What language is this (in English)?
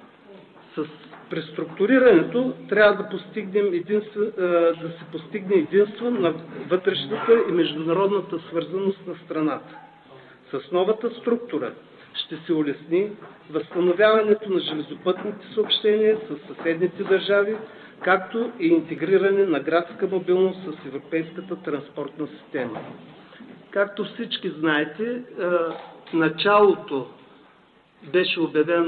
Bulgarian